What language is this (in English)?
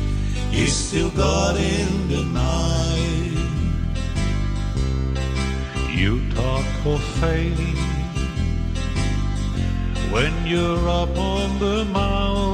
English